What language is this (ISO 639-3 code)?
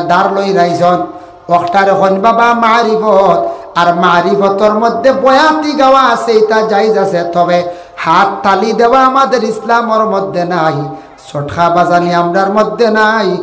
syl